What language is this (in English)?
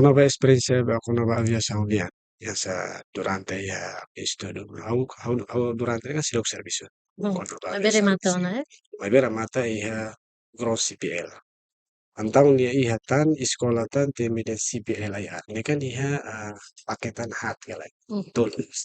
Tetum